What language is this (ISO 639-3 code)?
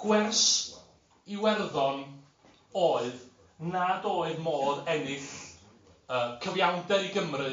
cym